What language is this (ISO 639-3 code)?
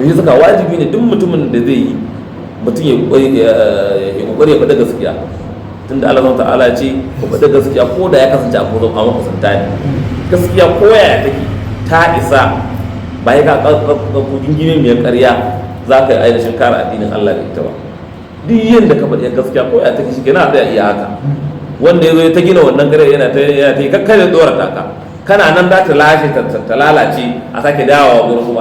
hau